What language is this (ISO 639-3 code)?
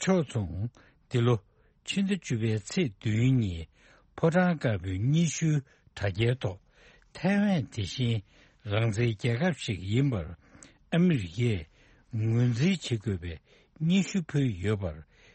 bod